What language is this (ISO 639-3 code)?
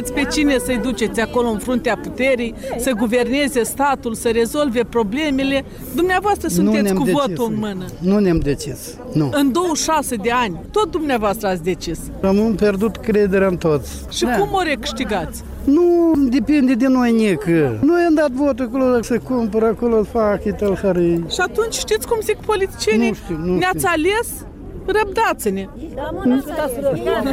ron